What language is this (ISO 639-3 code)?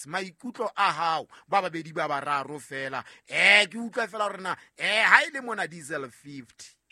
sot